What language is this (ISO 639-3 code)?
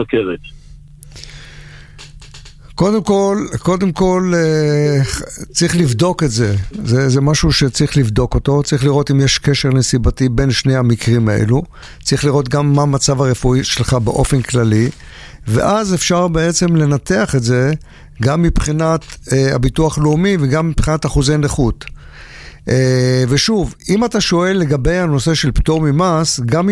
heb